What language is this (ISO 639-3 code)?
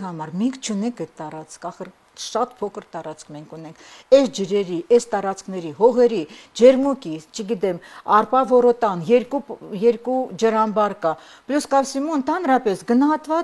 hye